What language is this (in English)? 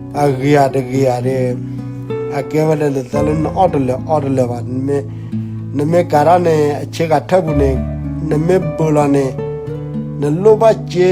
S'gaw Karen